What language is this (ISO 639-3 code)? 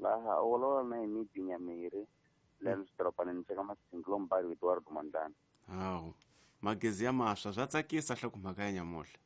tso